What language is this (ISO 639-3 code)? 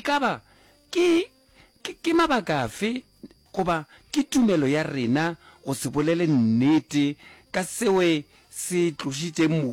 nso